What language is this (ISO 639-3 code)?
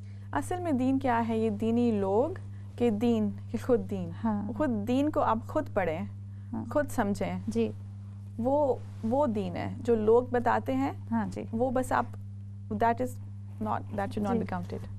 urd